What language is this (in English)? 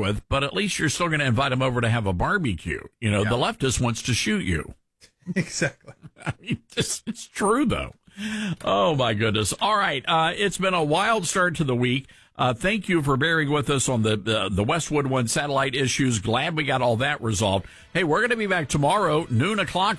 English